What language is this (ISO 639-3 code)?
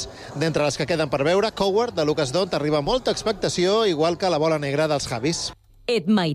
cat